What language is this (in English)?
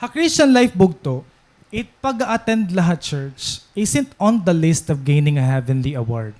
Waray